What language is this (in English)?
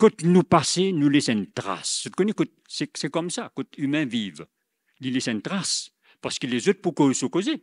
Morisyen